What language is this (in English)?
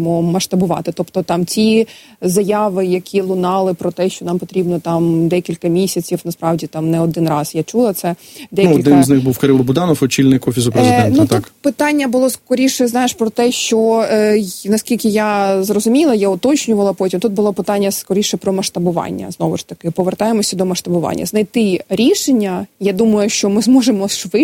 Ukrainian